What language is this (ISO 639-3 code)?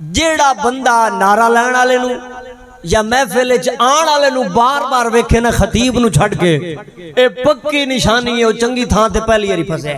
skr